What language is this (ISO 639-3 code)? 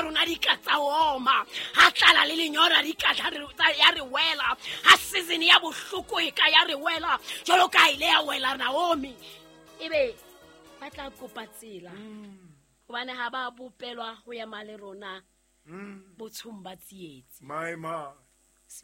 sot